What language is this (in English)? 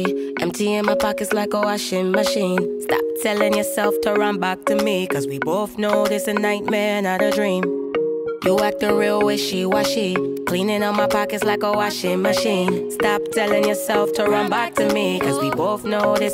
English